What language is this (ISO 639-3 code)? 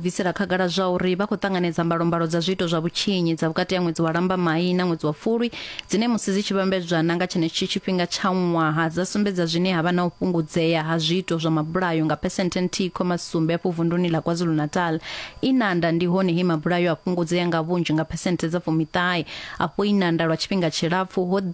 ven